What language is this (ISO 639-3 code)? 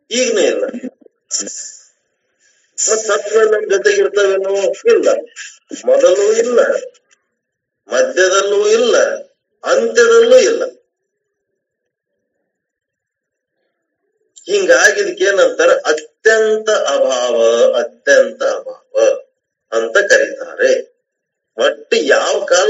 kan